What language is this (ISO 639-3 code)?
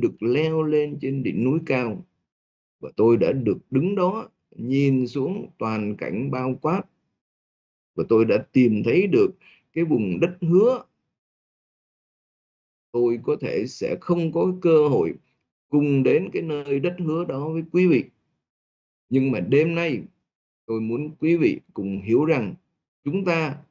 vie